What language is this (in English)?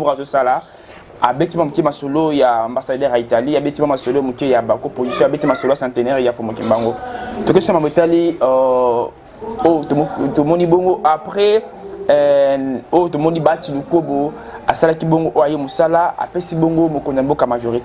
Lingala